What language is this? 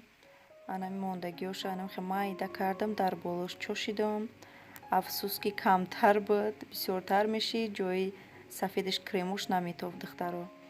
Tajik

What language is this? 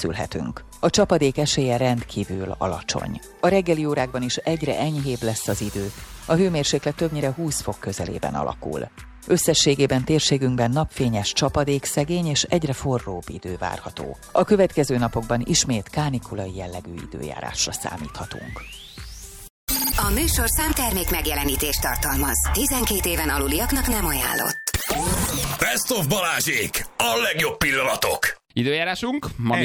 Hungarian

